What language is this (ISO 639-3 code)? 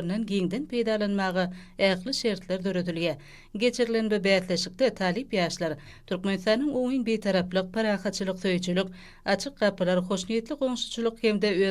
tuk